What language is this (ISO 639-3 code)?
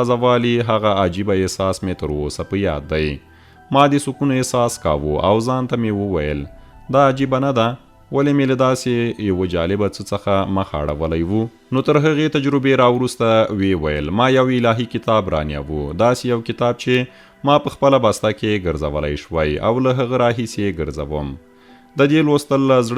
pus